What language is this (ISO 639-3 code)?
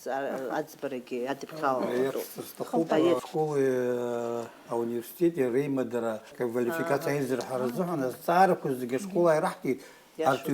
abk